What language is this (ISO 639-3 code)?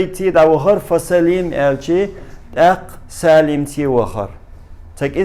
che